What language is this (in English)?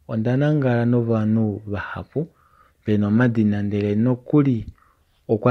Kuanyama